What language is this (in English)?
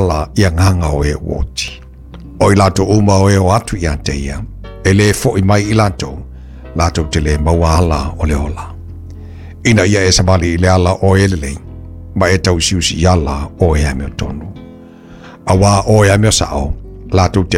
Samoan